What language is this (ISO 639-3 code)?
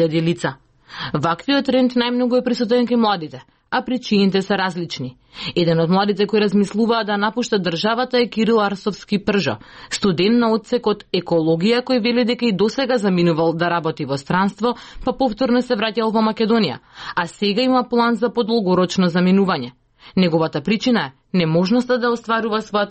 mkd